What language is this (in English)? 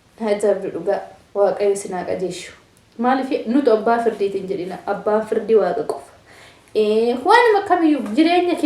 Oromo